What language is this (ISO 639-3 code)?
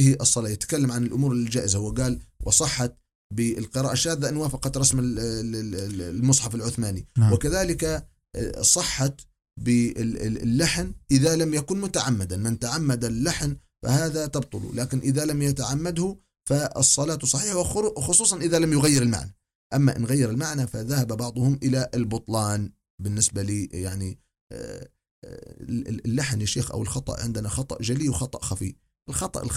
ara